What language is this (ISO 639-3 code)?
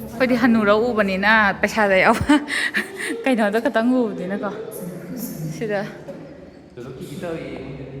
mni